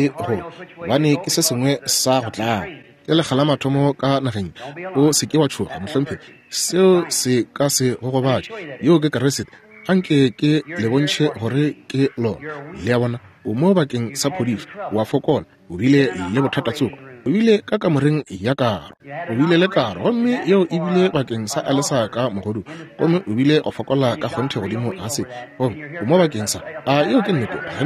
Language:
Northern Sotho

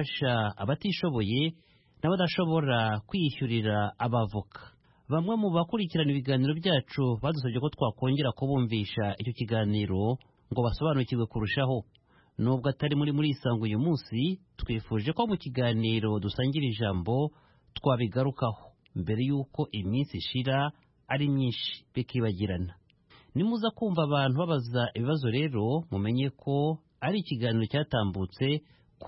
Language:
Kinyarwanda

